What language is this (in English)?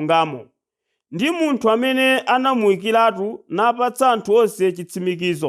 Nyanja